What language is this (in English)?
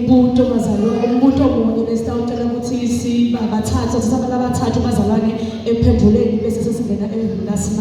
Swati